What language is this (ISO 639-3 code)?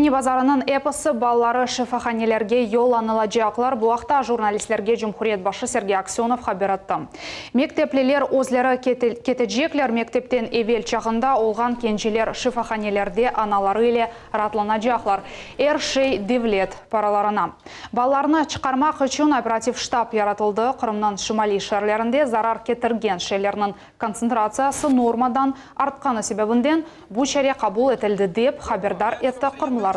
crh